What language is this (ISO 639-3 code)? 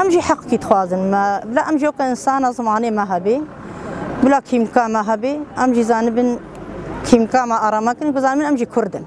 kur